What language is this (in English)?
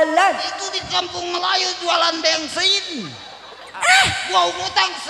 Betawi